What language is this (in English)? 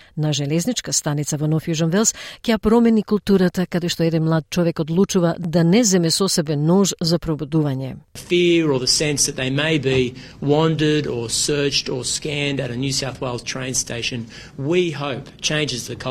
Macedonian